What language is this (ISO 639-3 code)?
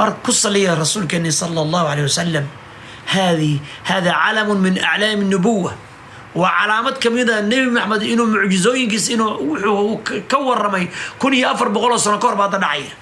som